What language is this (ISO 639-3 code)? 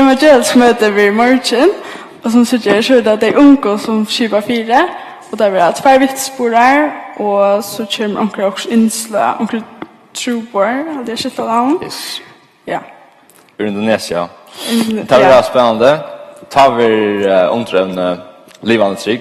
fao